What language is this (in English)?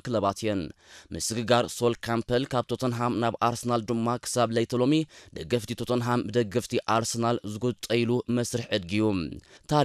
Tigrinya